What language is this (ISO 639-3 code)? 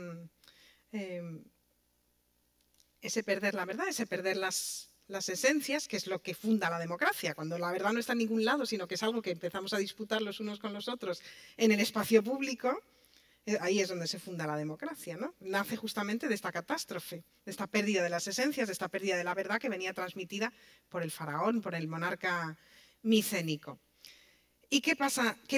spa